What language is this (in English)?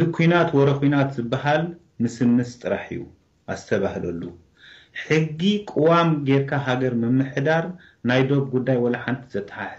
Tigrinya